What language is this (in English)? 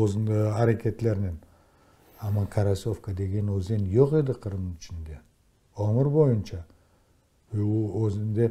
Crimean Tatar